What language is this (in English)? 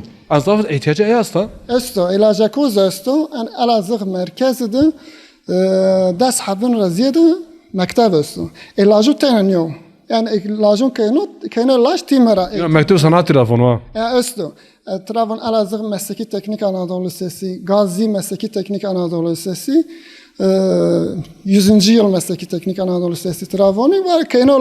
Zaza